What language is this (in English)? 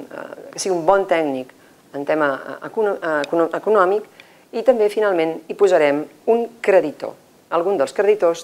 Catalan